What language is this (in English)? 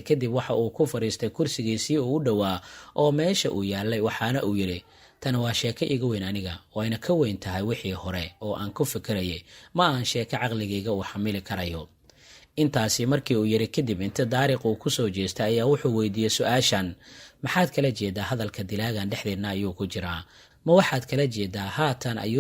Somali